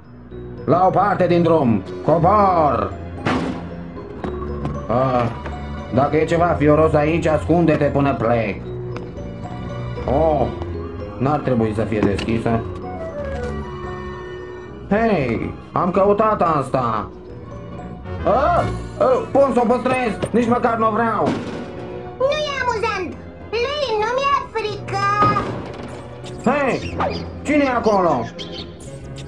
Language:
Romanian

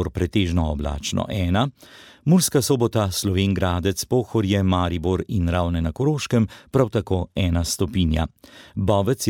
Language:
Slovenian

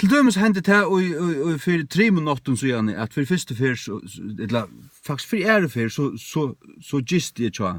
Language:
Faroese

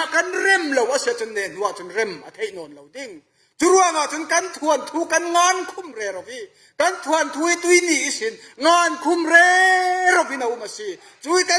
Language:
Falam Chin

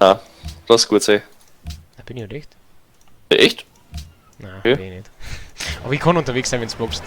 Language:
Bavarian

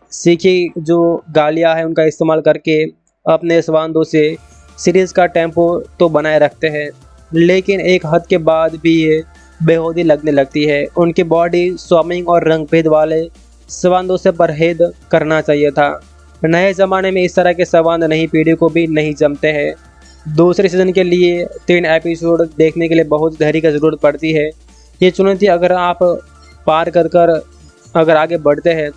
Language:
Hindi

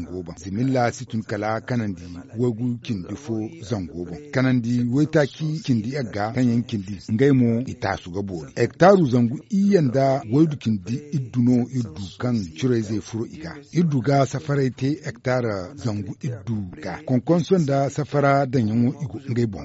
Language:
Zarma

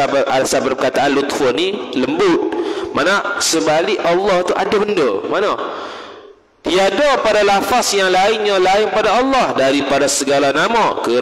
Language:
Malay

